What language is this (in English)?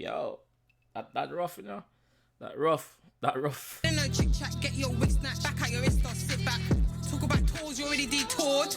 Jamaican Creole English